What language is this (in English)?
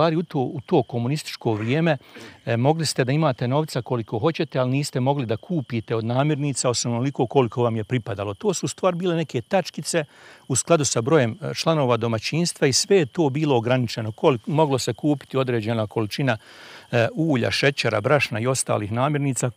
Bosnian